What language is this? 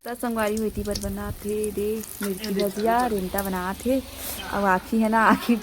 Chhattisgarhi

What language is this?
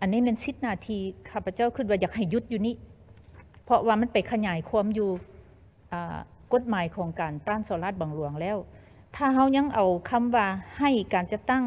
Lao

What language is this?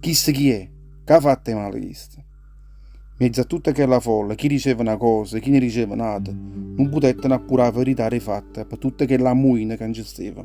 Neapolitan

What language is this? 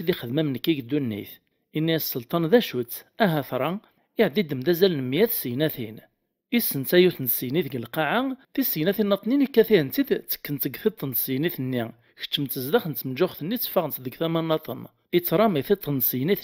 Kabyle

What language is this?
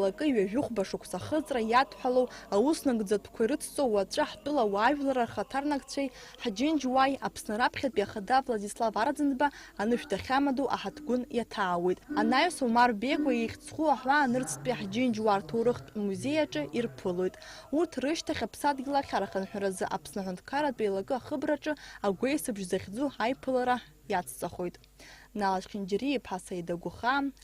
Abkhazian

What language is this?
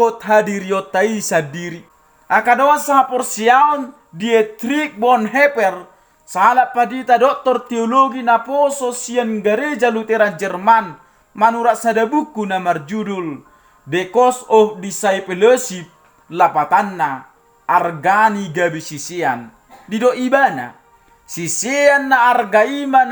Batak Toba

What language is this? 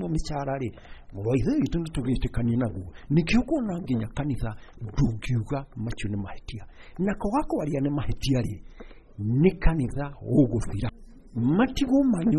Kikuyu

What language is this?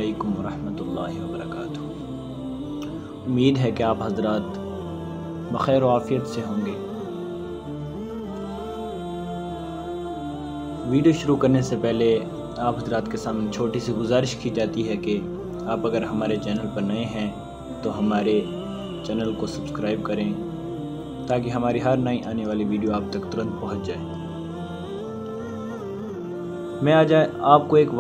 Urdu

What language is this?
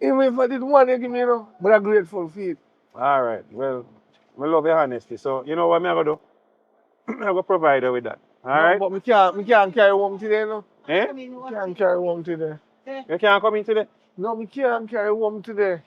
Jamaican Creole English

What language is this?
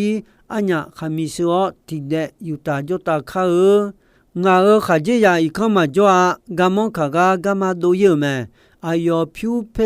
Akha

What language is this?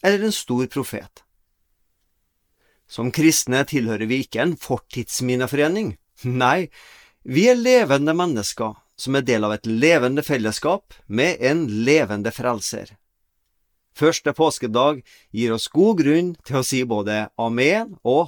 Norwegian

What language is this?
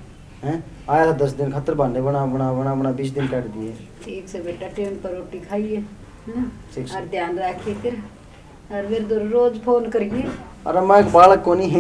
Haryanvi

